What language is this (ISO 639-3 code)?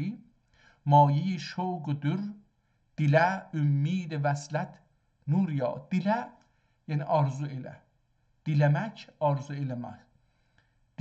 azb